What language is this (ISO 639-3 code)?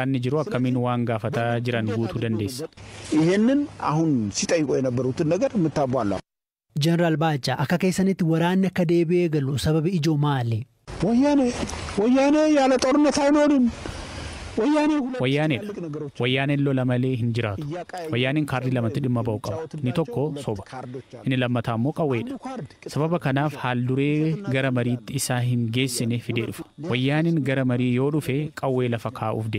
orm